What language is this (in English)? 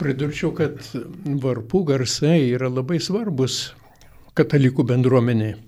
Lithuanian